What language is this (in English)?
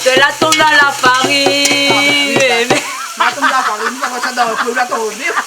Réunion Creole French